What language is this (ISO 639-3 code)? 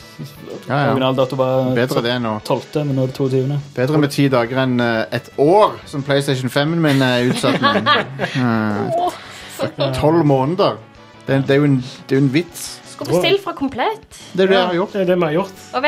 nor